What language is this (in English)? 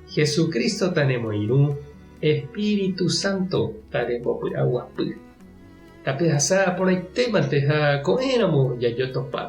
Guarani